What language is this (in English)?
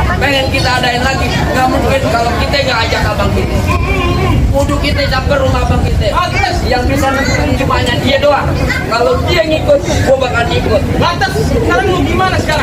Betawi